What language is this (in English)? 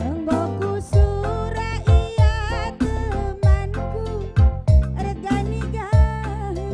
Batak Karo